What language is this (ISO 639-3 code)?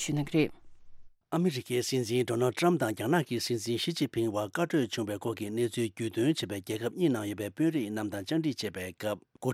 bod